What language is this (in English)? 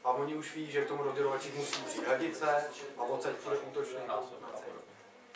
Czech